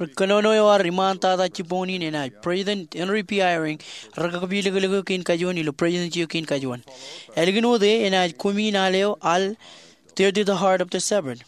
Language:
Marshallese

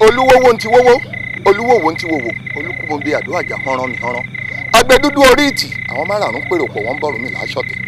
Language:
Yoruba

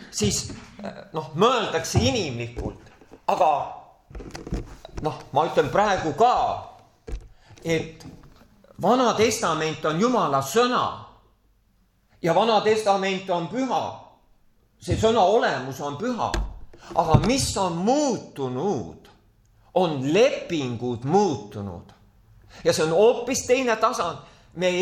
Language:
Estonian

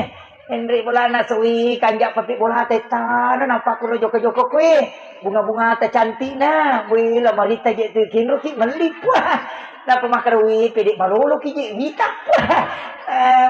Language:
Buginese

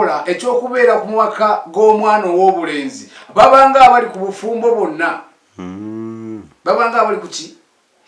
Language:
Ganda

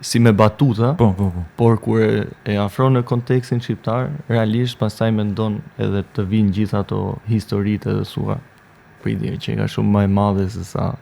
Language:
Albanian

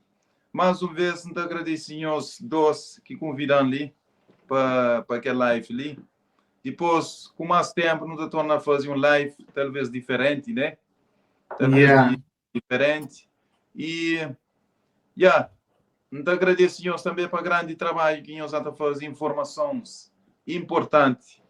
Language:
Kabuverdianu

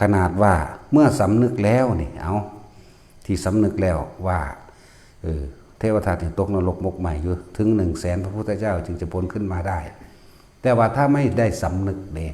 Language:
Northeastern Thai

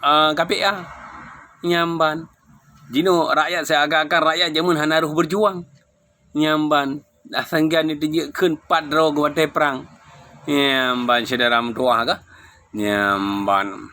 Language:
Achinese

